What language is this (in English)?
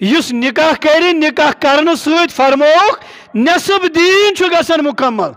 Kashmiri